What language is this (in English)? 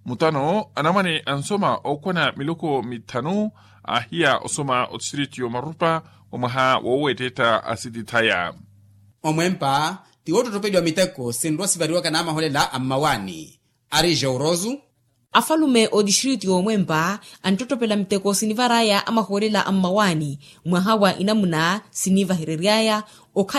Makhuwa